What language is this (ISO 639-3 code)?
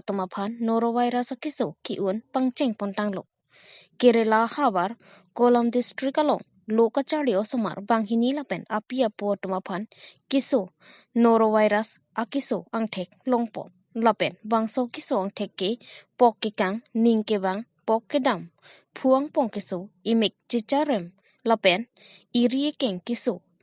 mjw